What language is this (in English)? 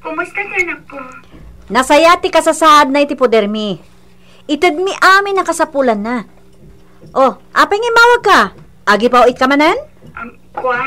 Iloko